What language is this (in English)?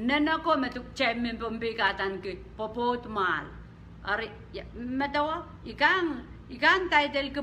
Pohnpeian